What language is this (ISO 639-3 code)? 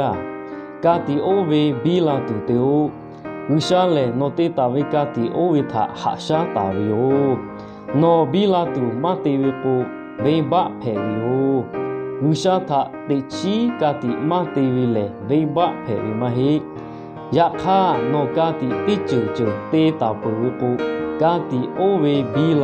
lhu